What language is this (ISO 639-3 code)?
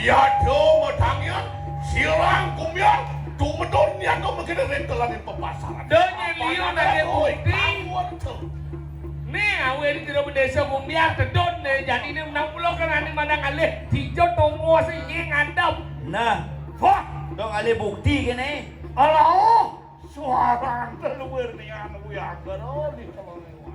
ban